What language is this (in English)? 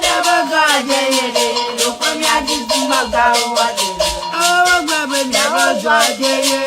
Ewe